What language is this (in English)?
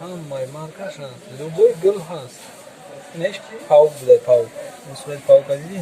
Tajik